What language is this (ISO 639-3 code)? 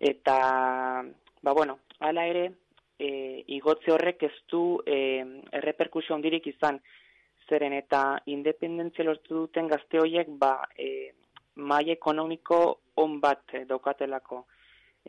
eus